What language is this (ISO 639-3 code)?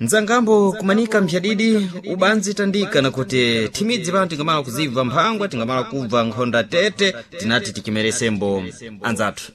seh